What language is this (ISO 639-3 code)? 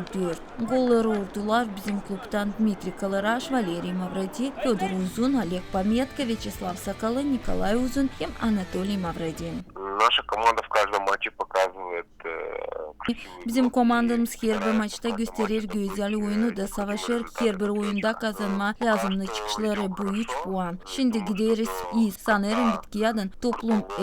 gag